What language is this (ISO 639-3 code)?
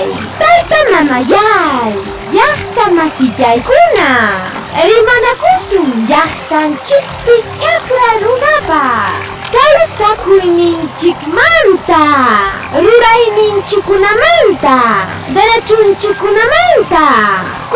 quy